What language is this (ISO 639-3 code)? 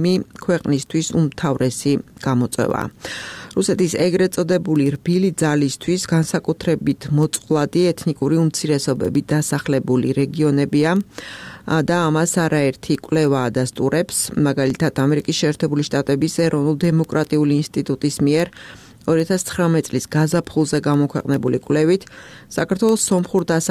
kat